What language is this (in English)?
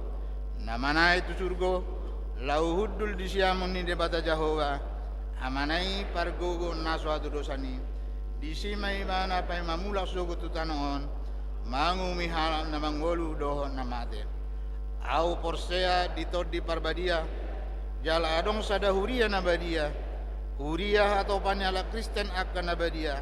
Batak Toba